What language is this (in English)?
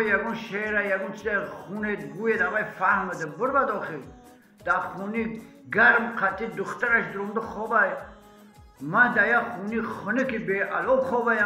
Tajik